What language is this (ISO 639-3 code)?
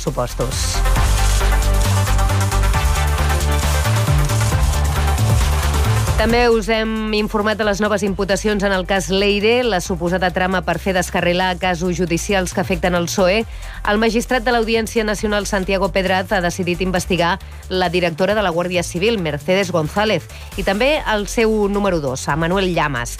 cat